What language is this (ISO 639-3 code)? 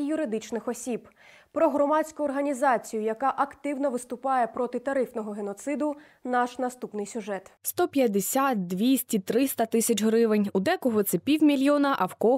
ukr